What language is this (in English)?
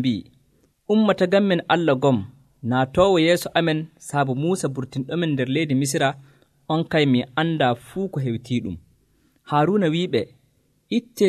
Nigerian Fulfulde